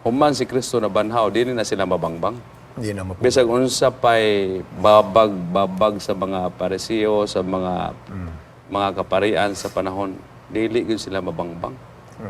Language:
Cebuano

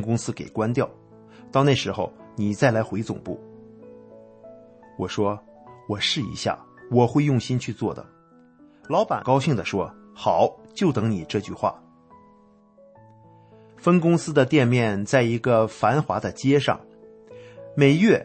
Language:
Chinese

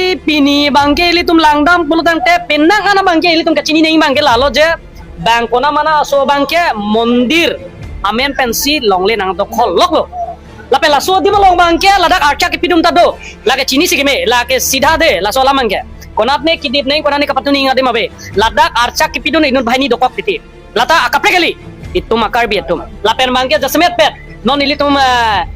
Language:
Karbi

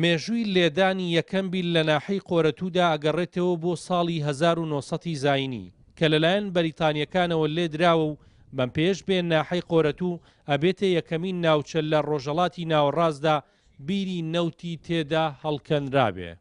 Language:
Central Kurdish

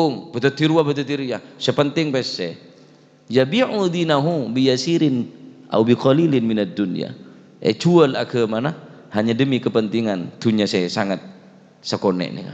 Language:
Madurese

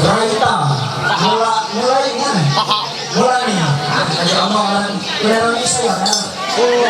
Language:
Ma'anyan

